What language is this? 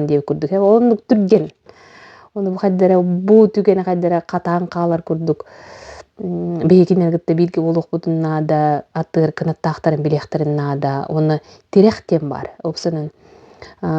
Yakut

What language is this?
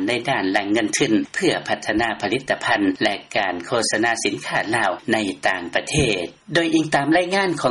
Lao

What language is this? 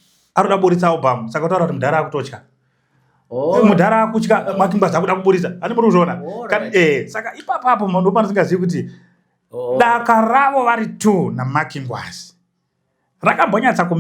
Shona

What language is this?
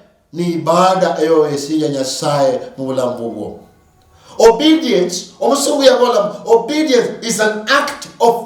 Luyia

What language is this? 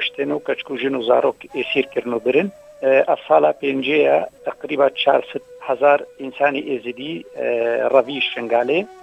Kurdish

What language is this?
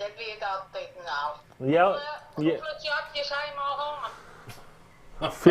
Western Frisian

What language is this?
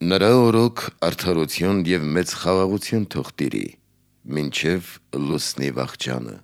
Armenian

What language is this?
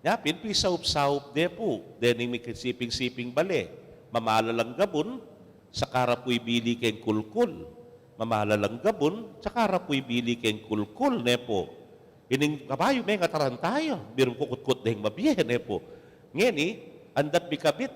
Pampanga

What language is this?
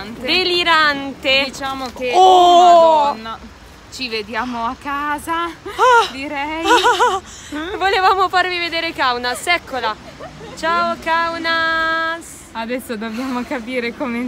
Italian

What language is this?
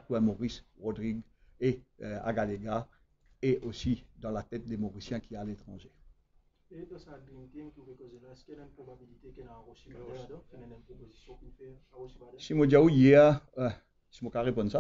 Morisyen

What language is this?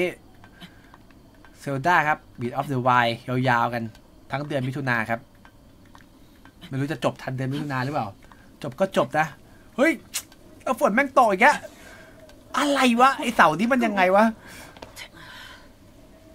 Thai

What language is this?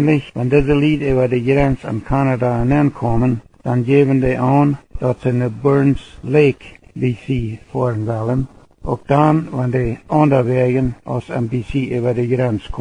Plautdietsch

